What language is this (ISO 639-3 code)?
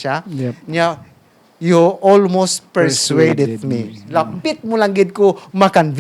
hil